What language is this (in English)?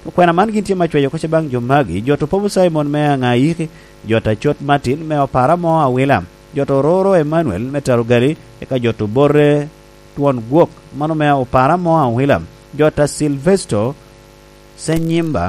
Lango (Uganda)